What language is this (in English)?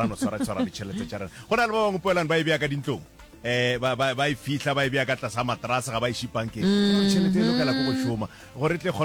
Northern Sotho